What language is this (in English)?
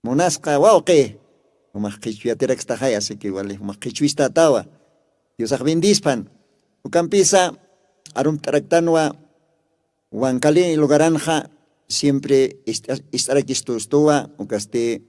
Aymara